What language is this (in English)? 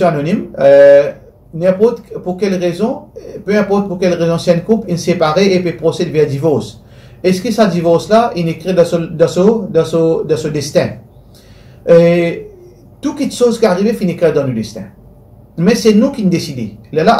Morisyen